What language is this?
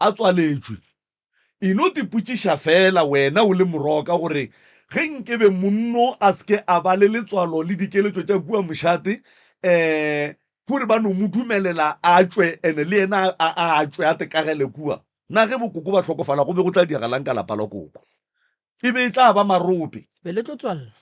Northern Sotho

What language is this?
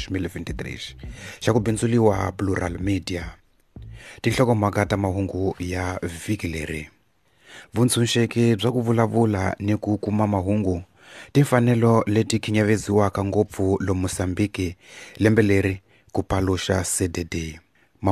Tsonga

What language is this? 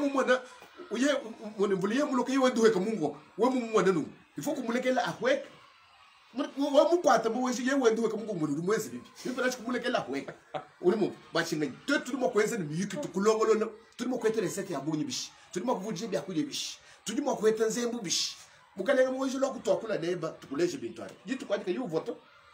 Luba-Lulua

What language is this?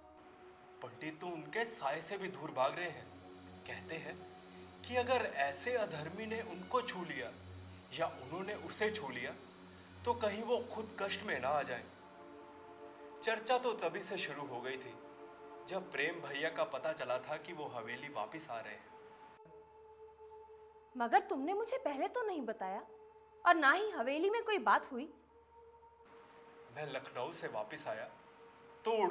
Hindi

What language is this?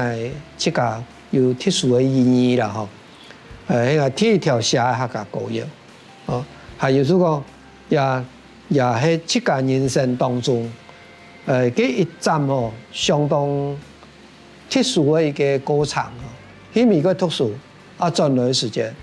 Hakka Chinese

